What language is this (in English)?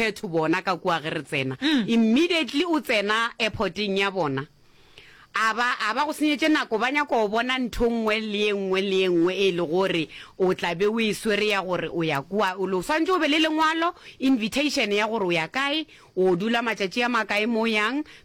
Northern Sotho